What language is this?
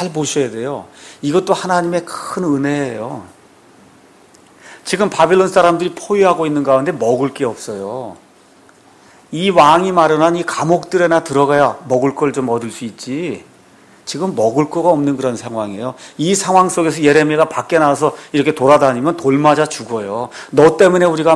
Korean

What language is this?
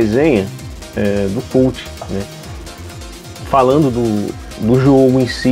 Portuguese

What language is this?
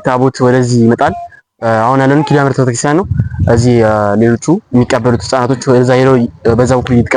Amharic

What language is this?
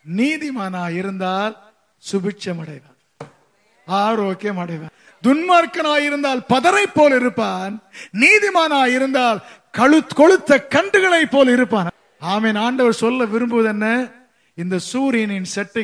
Tamil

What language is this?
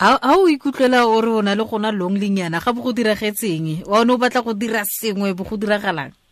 Tswana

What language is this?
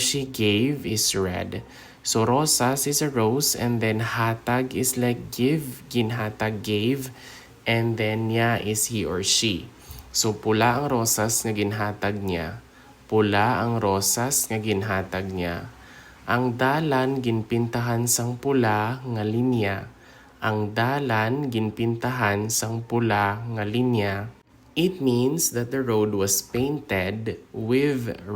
Hiligaynon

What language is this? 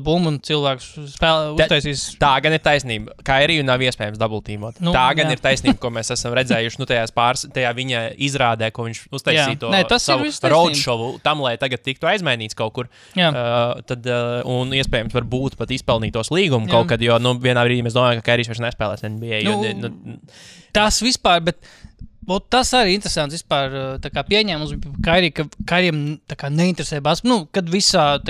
Latvian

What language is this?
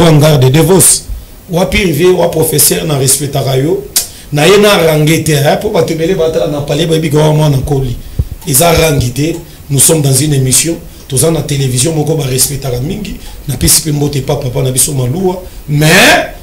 Lingala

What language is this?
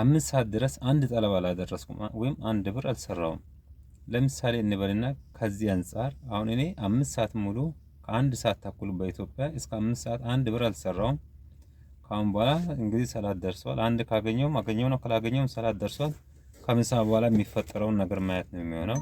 Amharic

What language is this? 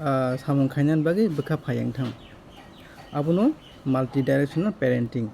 Kok Borok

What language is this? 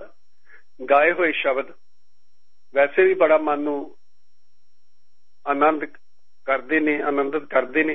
Punjabi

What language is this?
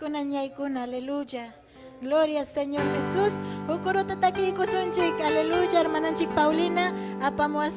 Ayacucho Quechua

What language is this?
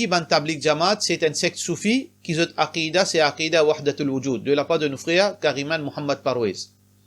Morisyen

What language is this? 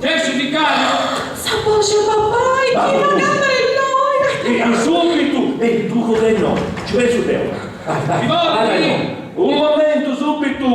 Sardinian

